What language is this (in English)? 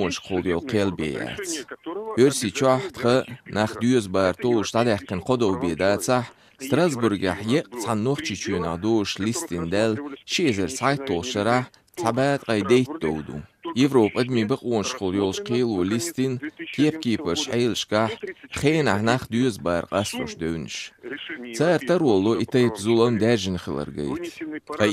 Chechen